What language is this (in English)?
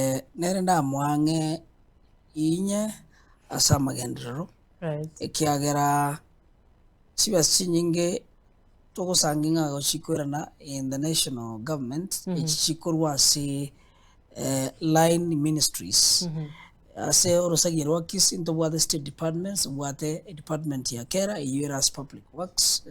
Gusii